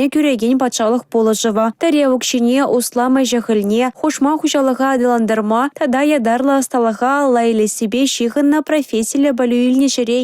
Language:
Chuvash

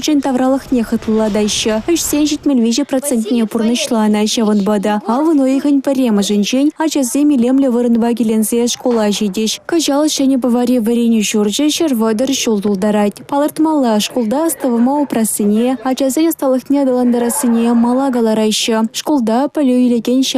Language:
Chuvash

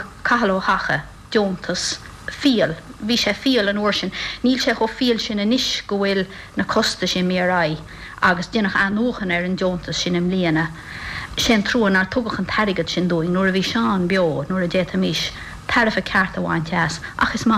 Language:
Irish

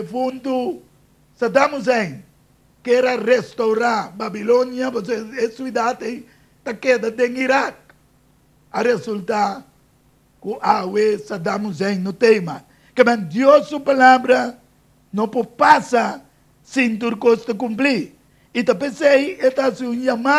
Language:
Papiamento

